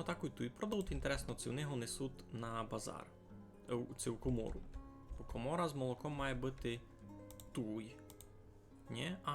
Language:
Rusyn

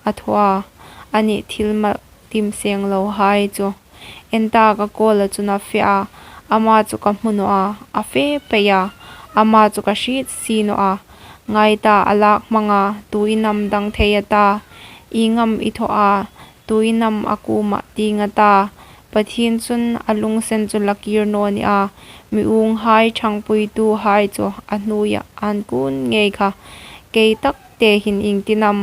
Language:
Hmar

